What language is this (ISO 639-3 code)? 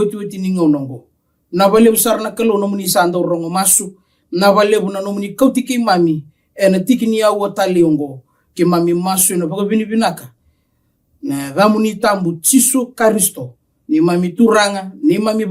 fij